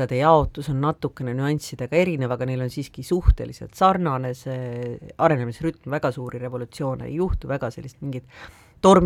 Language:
Estonian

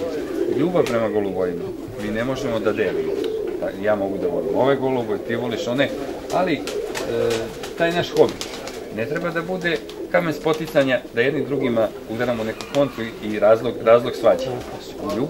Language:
Serbian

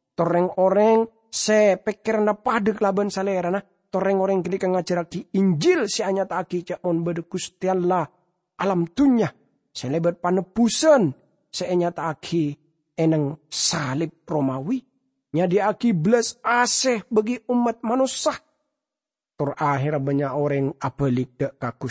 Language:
Madurese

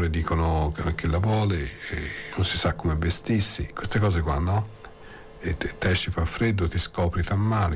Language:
Italian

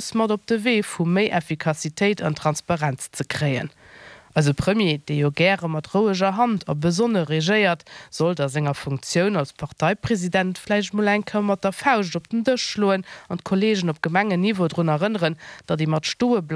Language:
Luxembourgish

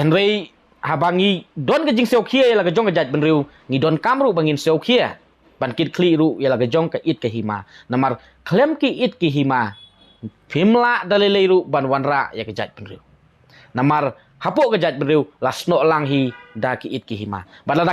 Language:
Khasi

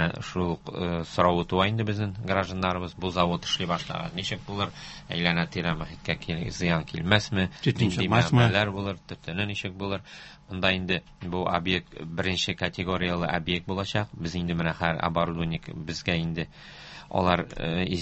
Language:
Tatar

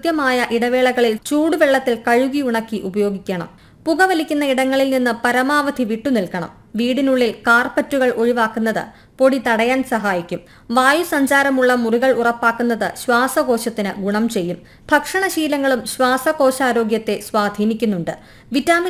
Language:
Malayalam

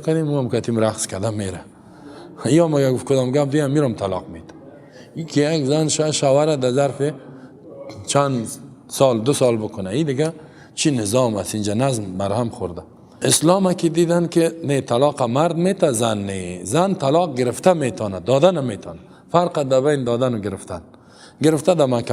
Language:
Persian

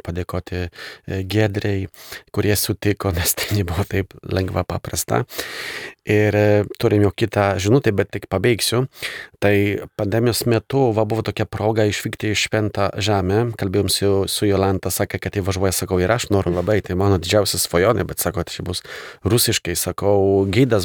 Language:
Lithuanian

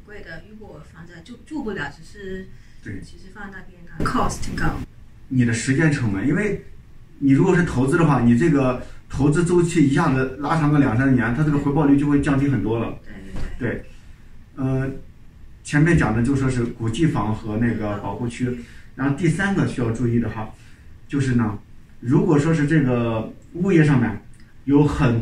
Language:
Chinese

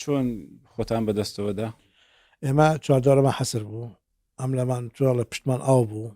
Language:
Central Kurdish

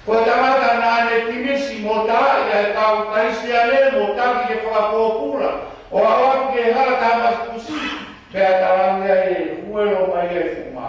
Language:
Tongan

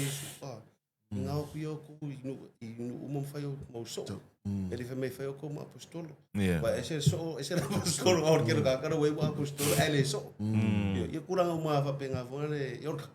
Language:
Samoan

